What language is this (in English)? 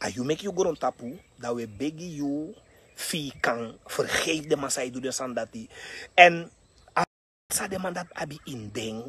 Sranan Tongo